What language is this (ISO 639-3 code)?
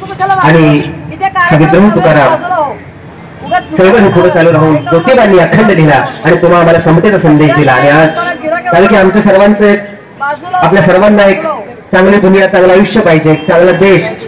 mar